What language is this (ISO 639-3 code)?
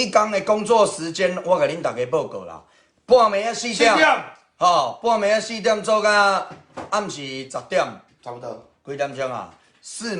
nan